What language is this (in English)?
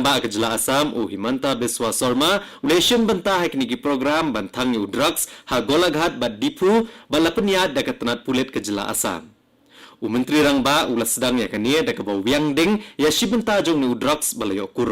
Khasi